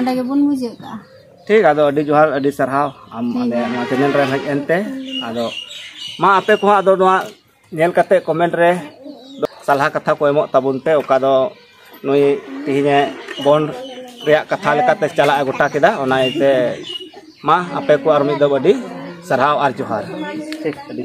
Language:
Santali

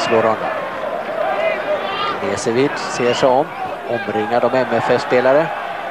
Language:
Swedish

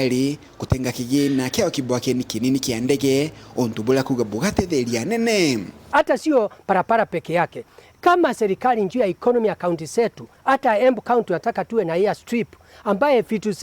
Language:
Meru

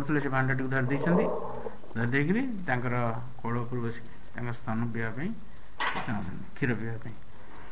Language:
Odia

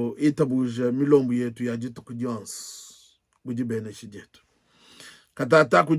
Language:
Luba-Lulua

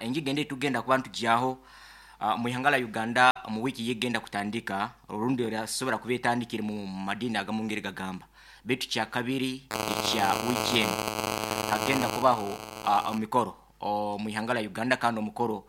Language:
Nyankole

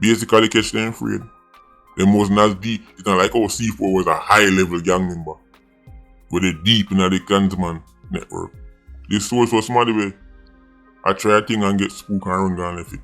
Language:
Jamaican Creole English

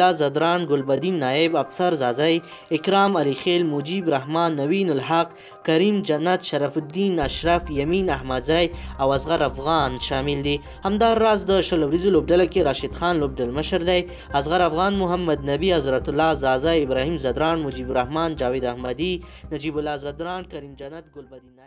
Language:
Pashto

